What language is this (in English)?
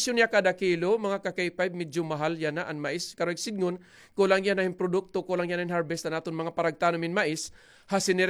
Waray